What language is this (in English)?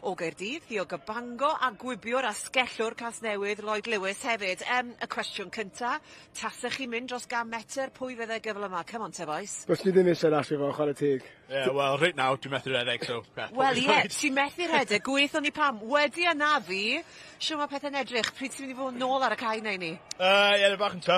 Welsh